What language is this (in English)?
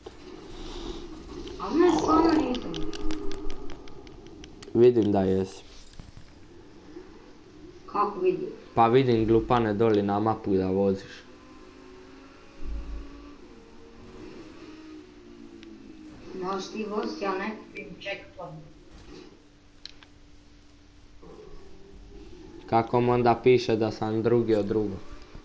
Croatian